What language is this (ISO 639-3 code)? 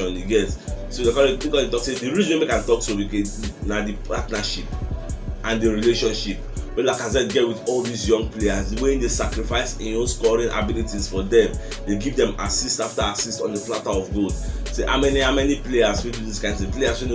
pcm